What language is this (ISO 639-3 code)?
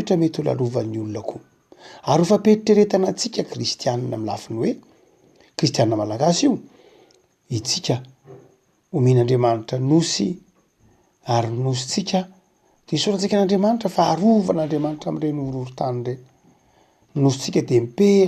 mlg